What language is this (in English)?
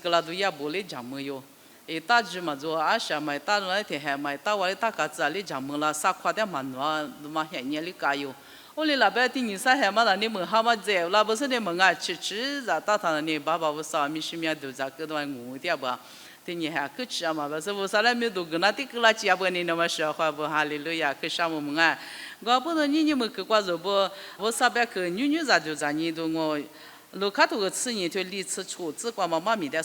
Lisu